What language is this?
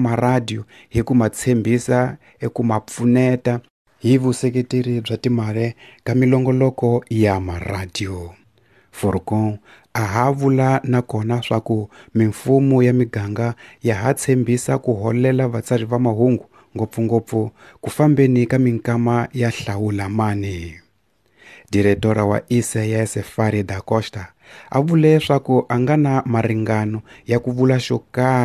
Tsonga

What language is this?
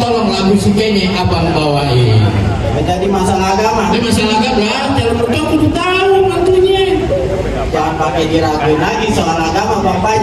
Betawi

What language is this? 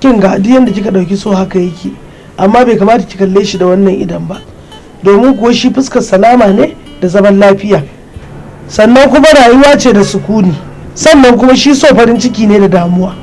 Hausa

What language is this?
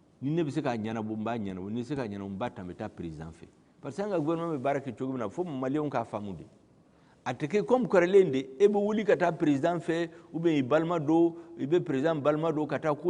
Bambara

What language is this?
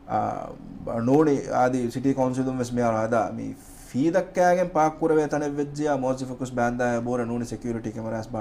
Divehi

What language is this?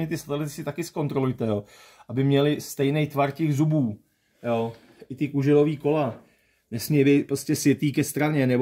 Czech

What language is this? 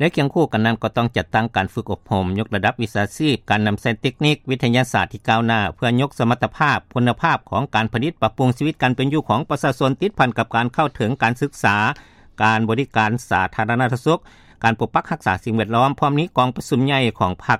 Lao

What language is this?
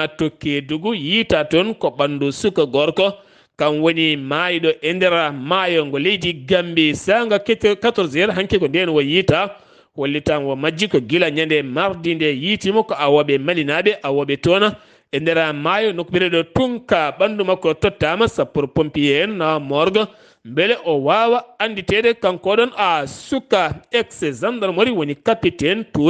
Fula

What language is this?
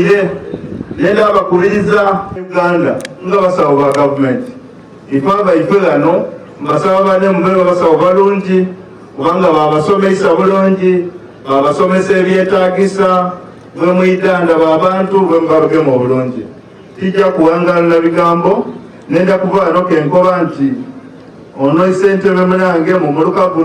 Soga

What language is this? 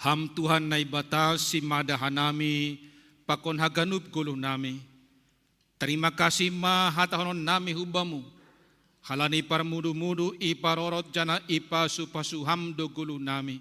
Batak Simalungun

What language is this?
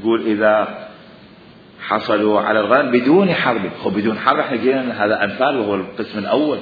Mesopotamian Arabic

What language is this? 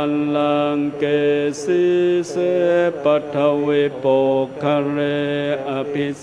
Pali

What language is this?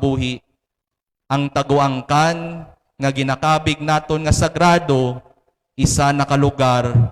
Hiligaynon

